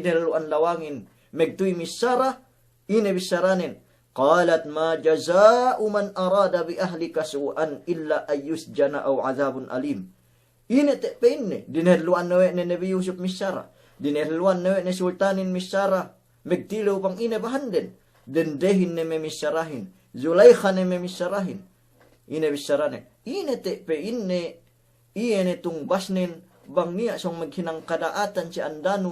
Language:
Yakan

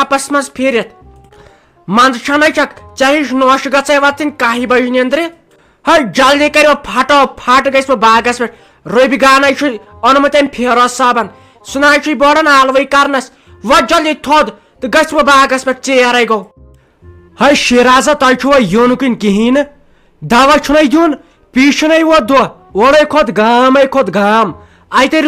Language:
Kashmiri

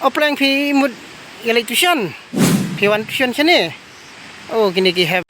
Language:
Khasi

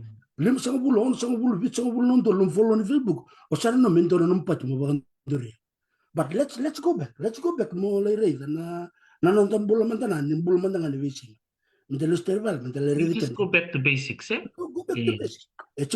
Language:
Fijian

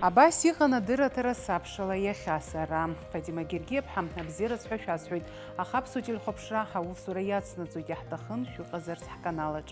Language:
Abkhazian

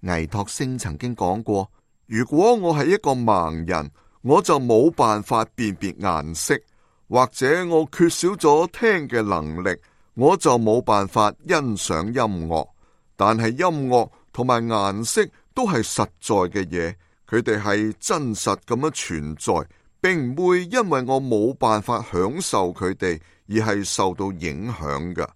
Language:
Cantonese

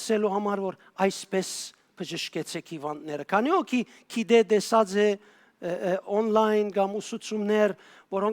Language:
Western Armenian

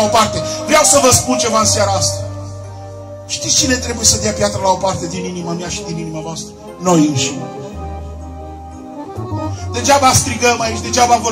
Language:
Romanian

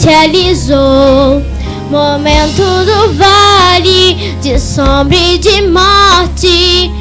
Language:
Portuguese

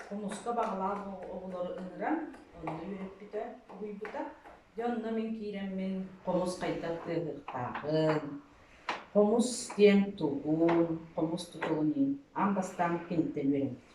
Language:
Yakut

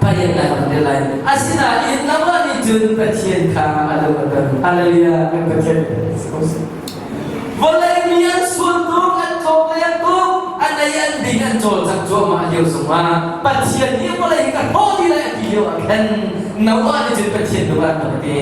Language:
Hakha Chin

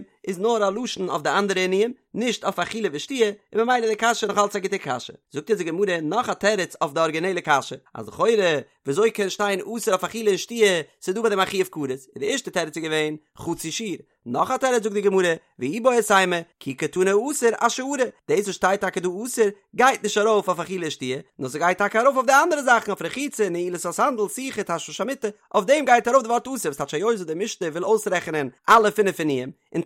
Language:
Yiddish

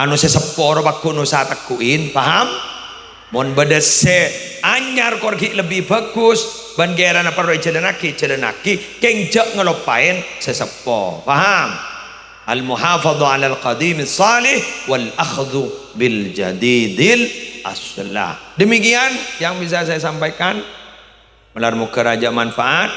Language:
Madurese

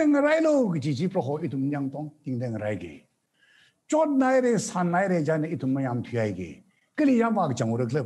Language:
Tangkhul Naga (India)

